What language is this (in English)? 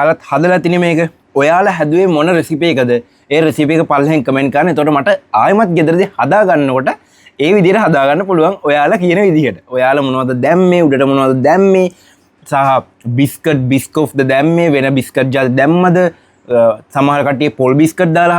Sinhala